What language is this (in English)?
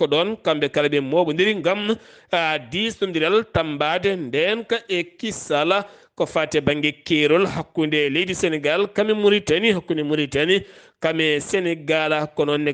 Fula